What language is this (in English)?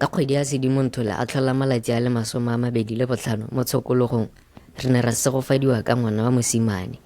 Tswana